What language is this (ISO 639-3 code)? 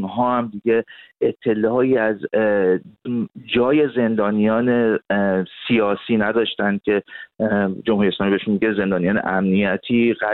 fas